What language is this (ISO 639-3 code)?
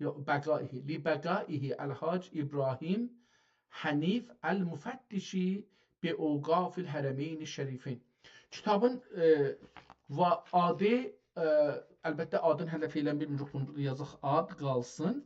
azb